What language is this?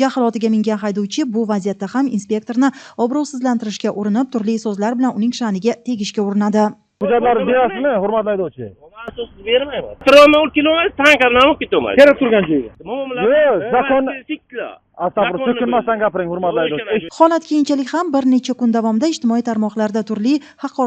Uzbek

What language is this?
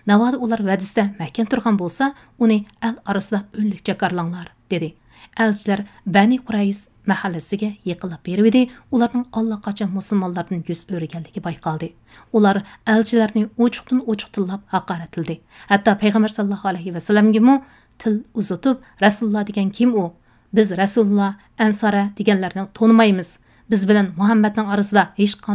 Uyghur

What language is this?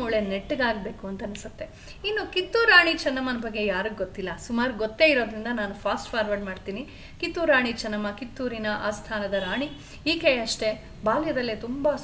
Kannada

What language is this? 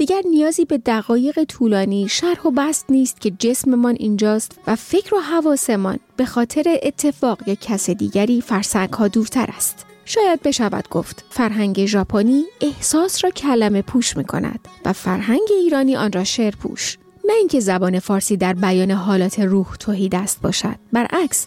Persian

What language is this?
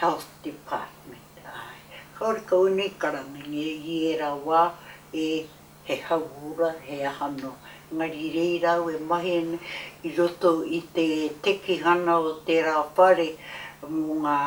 Māori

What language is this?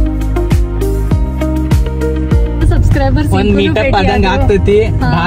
Kannada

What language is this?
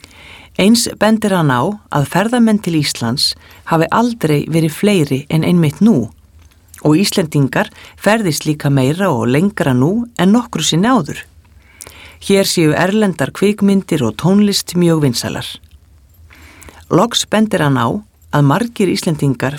Icelandic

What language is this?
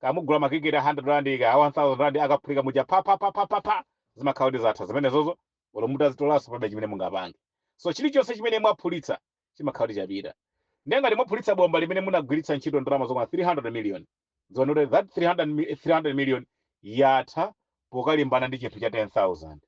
Nyanja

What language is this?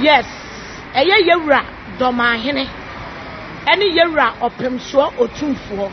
Akan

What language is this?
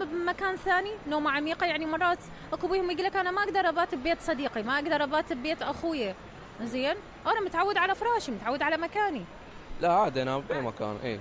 Mesopotamian Arabic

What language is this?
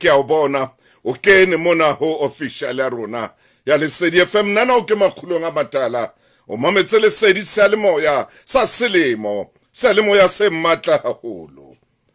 Southern Sotho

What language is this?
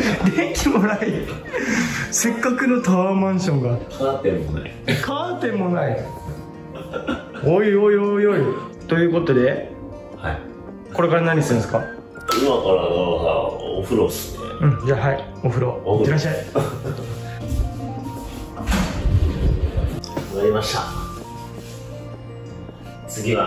Japanese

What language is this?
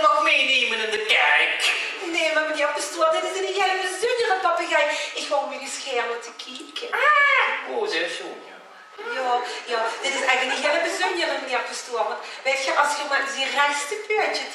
Limburgish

